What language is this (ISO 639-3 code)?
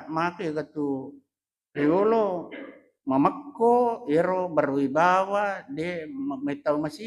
bug